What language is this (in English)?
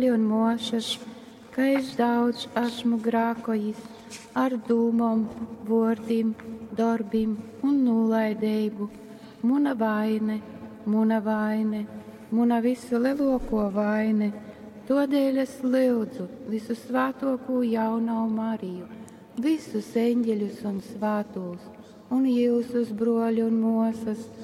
Latgalian